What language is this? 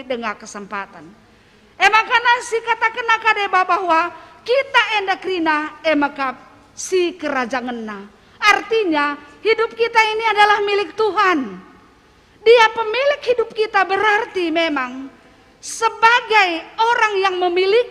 Batak Karo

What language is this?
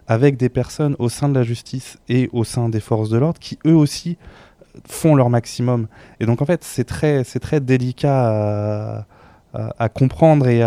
French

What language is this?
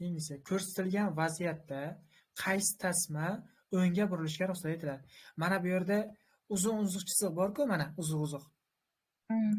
Uzbek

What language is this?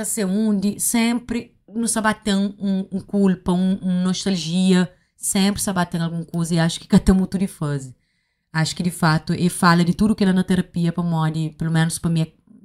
Kabuverdianu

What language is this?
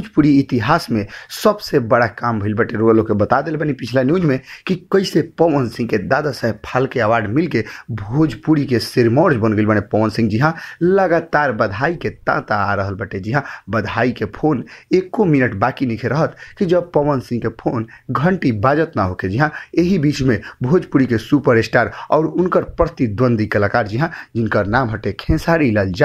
Bhojpuri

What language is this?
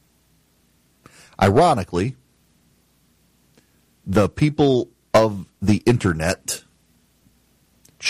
English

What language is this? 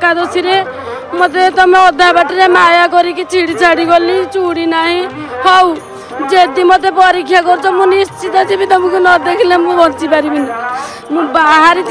Odia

